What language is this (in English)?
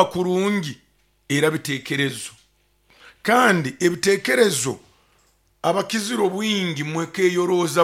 Nyoro